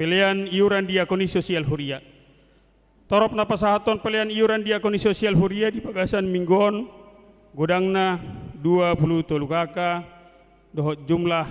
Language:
Batak Toba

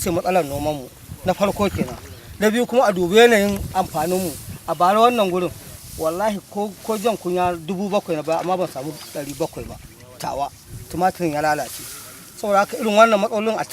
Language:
Hausa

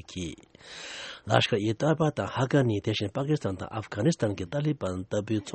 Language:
Tibetan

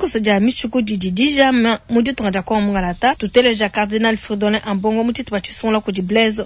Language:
Luba-Lulua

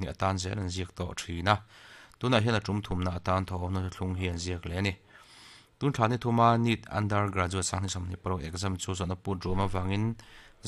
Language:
Mizo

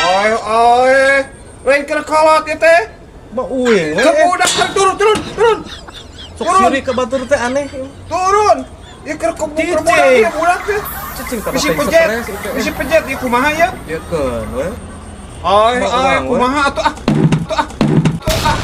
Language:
Sundanese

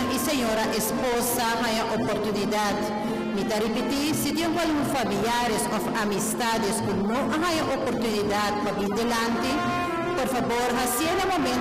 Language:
Papiamento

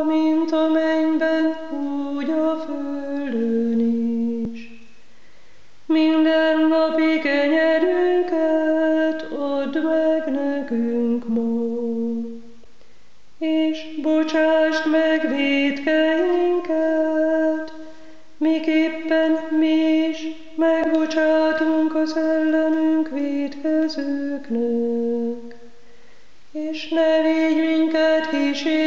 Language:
Hungarian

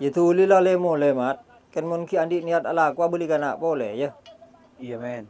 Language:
Madurese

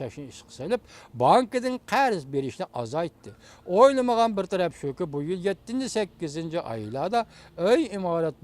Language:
Uyghur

